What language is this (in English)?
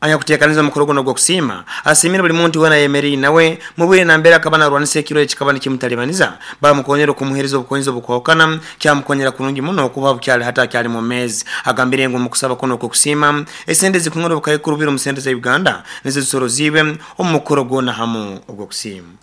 Nyoro